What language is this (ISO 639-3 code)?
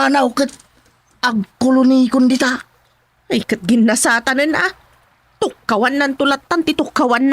ilo